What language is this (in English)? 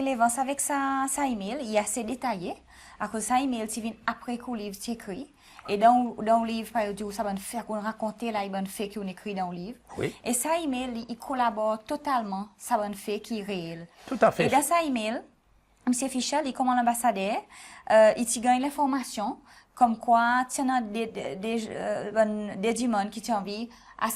Seselwa Creole French